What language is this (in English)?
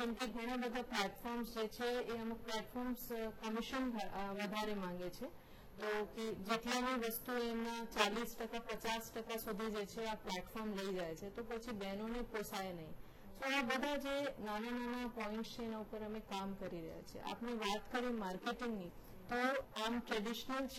Gujarati